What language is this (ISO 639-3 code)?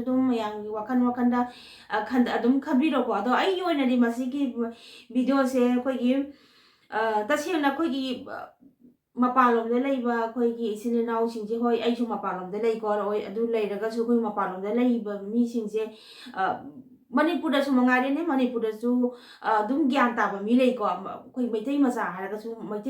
mni